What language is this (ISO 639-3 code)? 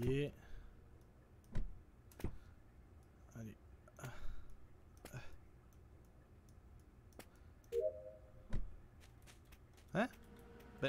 fra